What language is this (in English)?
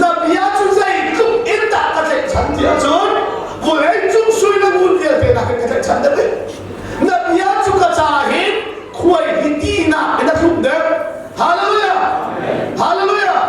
Hakha Chin